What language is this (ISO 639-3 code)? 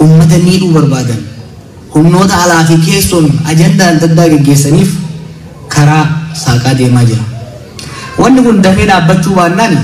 orm